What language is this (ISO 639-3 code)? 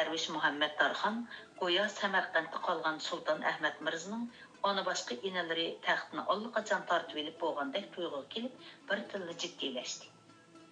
uig